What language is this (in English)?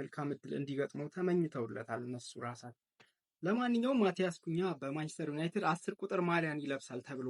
Amharic